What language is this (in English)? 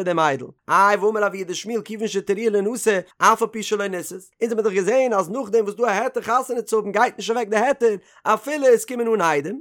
Yiddish